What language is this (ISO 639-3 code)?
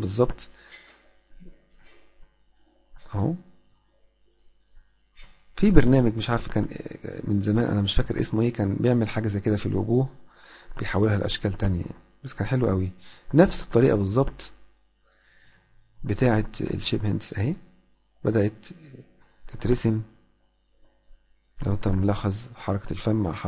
arz